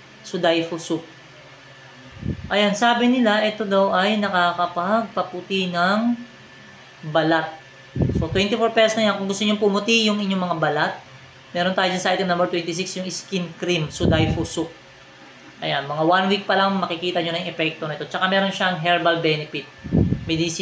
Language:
Filipino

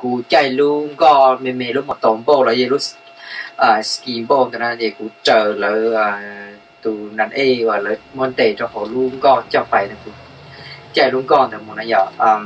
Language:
Hmong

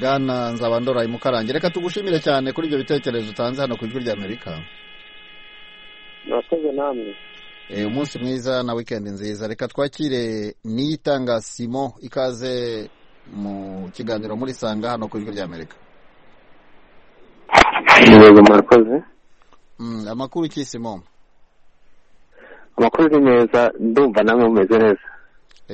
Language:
Kinyarwanda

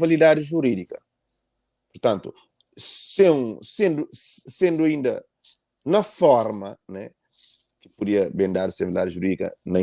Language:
Kabuverdianu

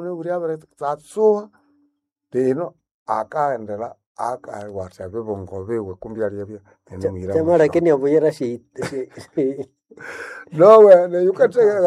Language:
Nande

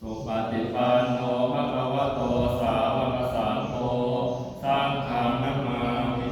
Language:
Pali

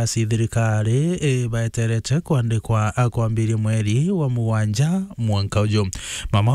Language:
Meru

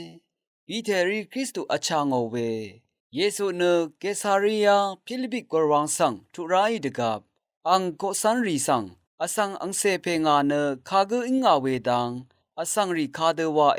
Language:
Rawang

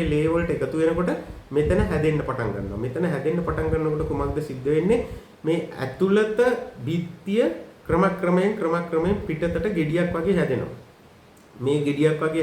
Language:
Sinhala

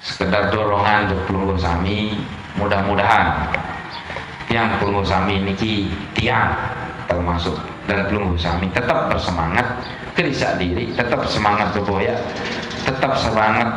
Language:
Sasak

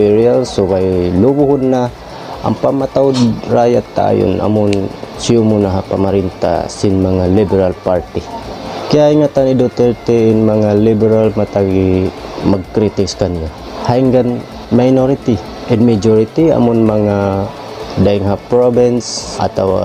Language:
Tausug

